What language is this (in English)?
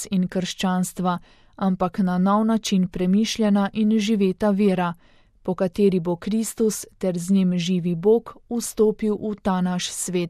Slovenian